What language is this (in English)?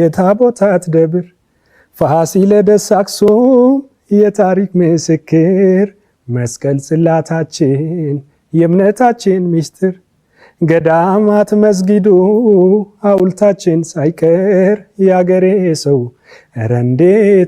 Amharic